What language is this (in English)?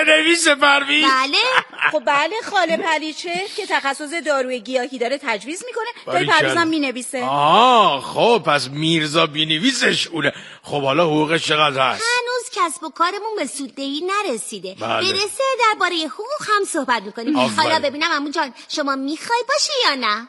Persian